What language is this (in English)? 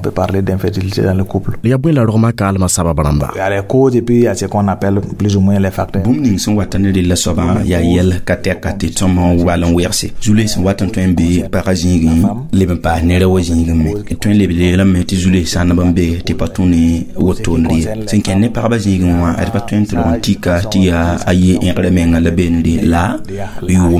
Mossi